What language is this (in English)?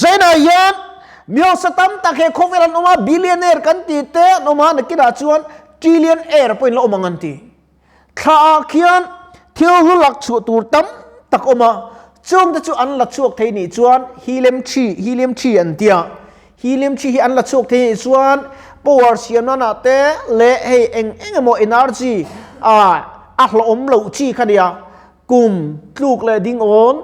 Mizo